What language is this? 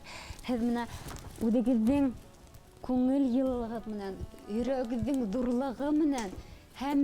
Bashkir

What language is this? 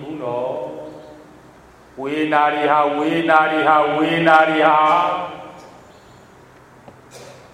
Burmese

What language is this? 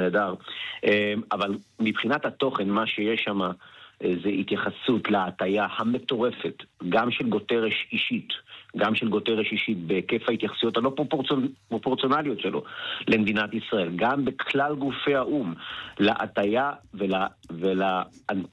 Hebrew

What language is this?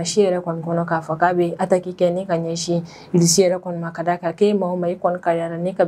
Bambara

